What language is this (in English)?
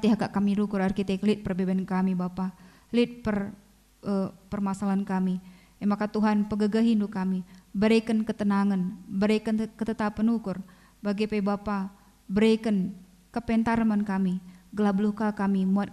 Batak Karo